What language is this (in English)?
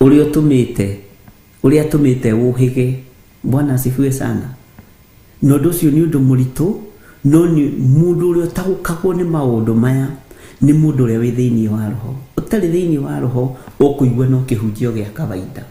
Kikuyu